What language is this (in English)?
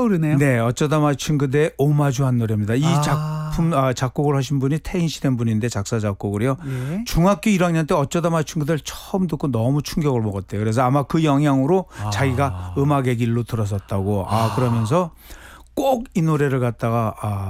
Korean